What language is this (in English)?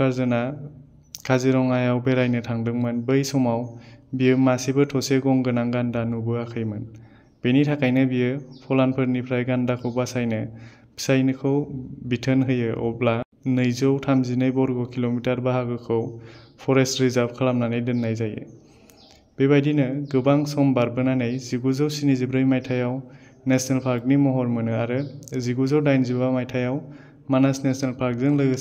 Bodo